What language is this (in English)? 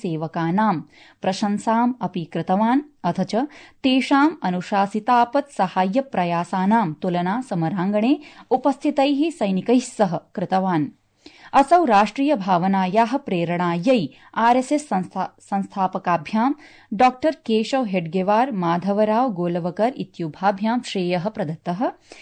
Sanskrit